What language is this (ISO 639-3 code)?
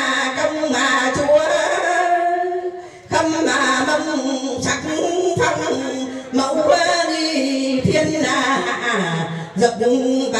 vie